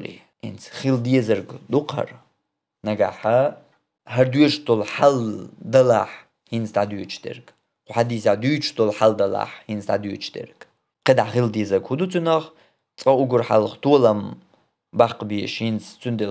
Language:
Chechen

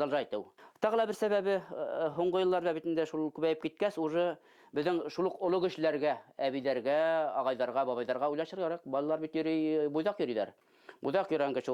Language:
Bashkir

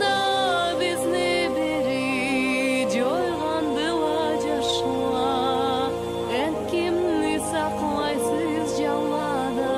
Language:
Karachay-Balkar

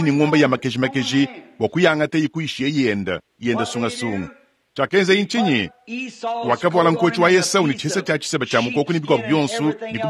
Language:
Luba-Lulua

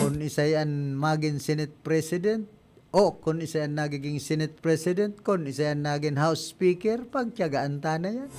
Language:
Bikol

